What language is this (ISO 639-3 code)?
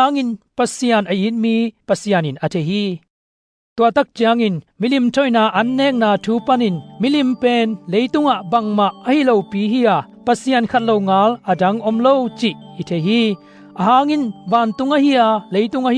ctd